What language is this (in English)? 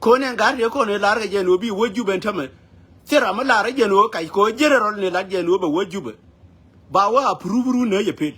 Nuer